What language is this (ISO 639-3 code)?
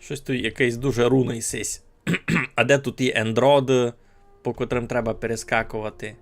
rue